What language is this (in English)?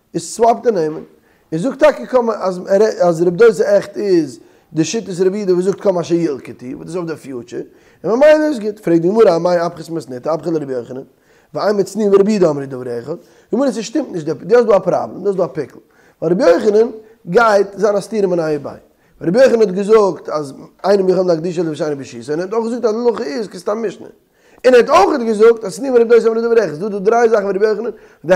Yiddish